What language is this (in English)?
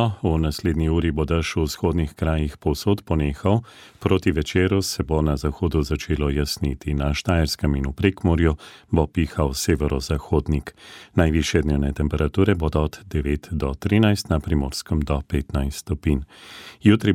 Slovenian